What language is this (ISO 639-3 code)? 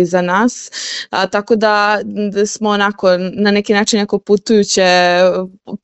srp